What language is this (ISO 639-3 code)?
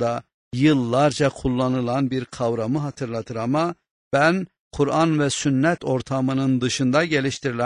tur